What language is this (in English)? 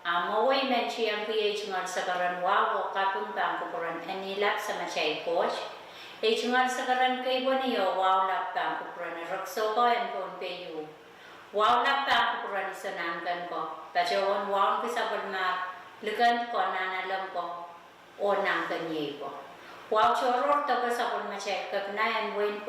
Pohnpeian